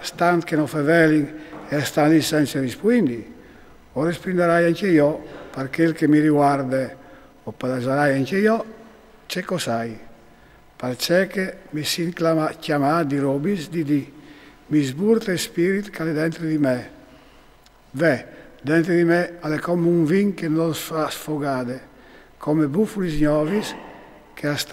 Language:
Friulian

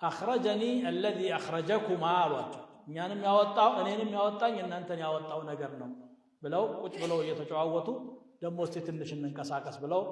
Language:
Amharic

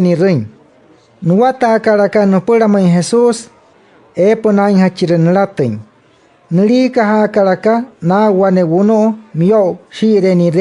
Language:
Wayuu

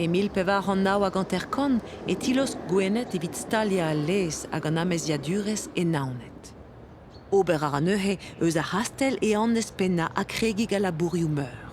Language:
Breton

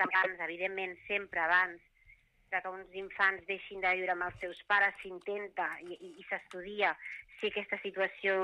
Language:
Catalan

